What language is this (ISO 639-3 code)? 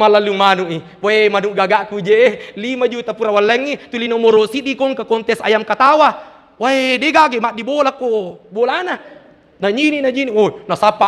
bug